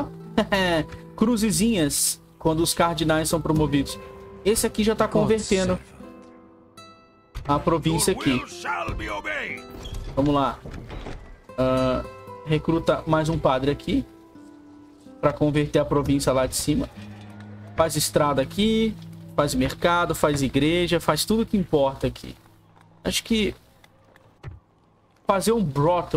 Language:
Portuguese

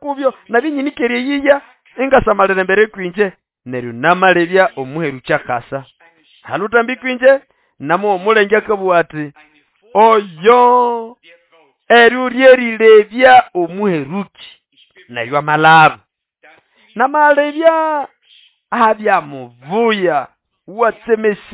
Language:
Nande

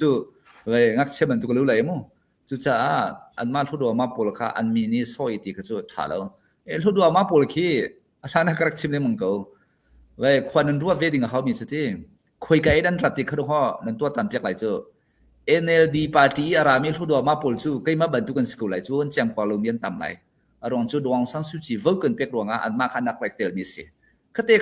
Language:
Hakha Chin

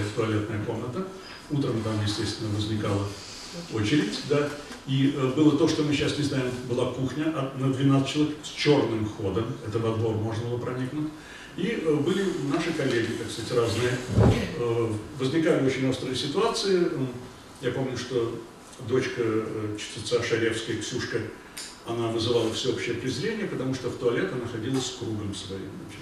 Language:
Russian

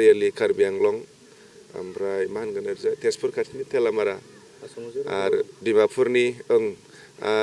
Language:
Bodo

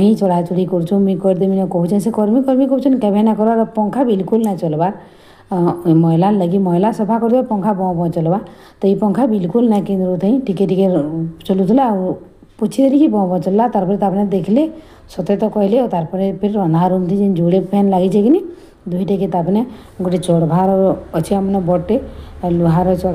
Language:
Sambalpuri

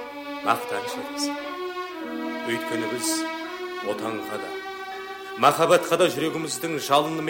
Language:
Kazakh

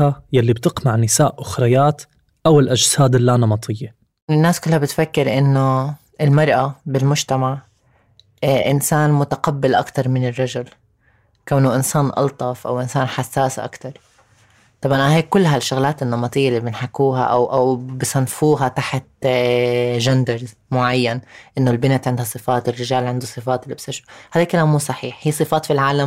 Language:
North Levantine Arabic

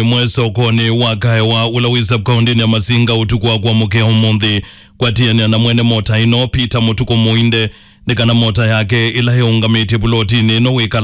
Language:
Kamba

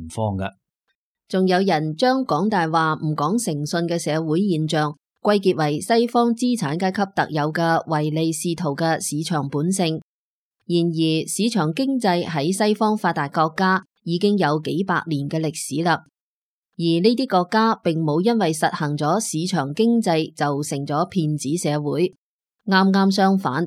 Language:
Cantonese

